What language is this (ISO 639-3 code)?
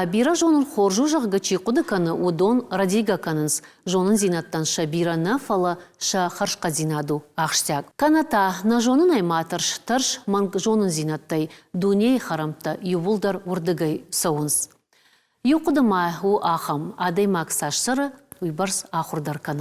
oss